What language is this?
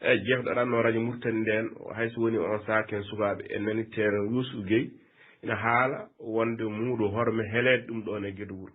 Fula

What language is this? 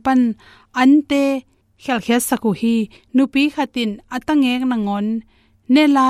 Tedim Chin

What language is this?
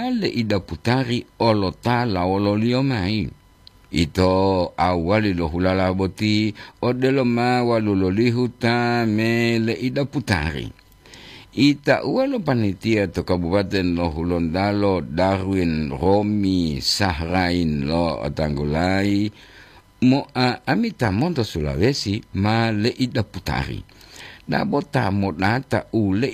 Gorontalo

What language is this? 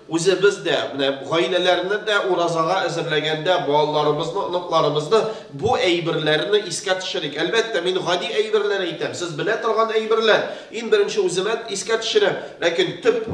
Tatar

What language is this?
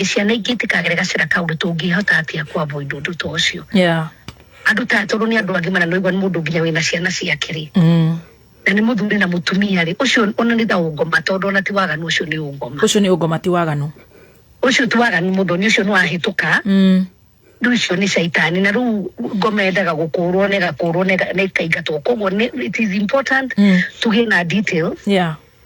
Kikuyu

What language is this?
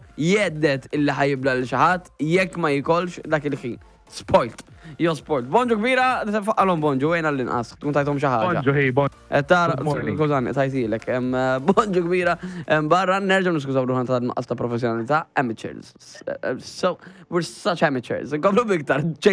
Maltese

